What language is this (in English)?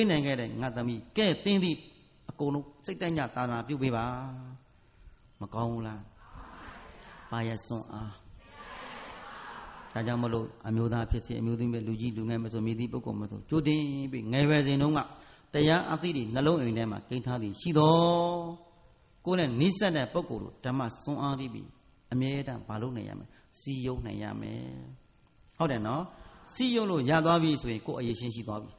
Burmese